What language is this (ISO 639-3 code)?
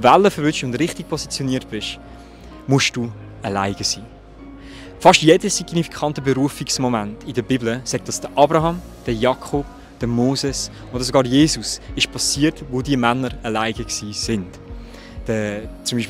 gsw